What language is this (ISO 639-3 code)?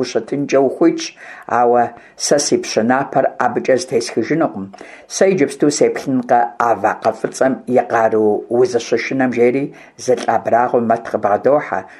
kbd